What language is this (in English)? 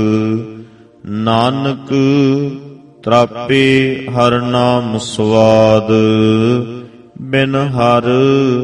Punjabi